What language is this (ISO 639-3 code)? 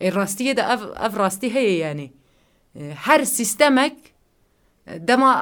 kur